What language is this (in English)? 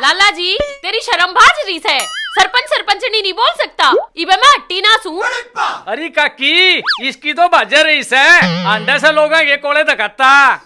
Haryanvi